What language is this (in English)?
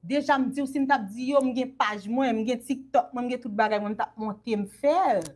Haitian Creole